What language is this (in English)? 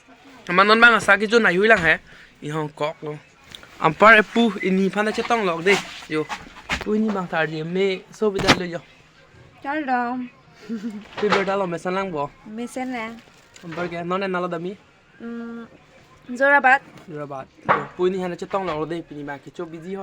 Karbi